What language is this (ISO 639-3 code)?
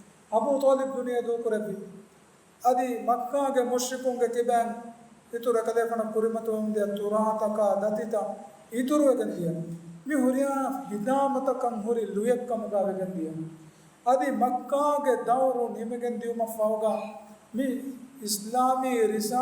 div